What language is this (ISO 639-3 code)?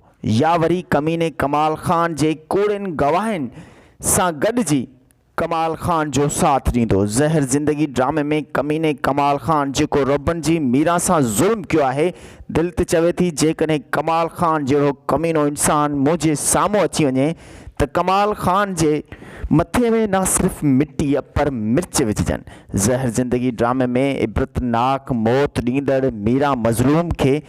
snd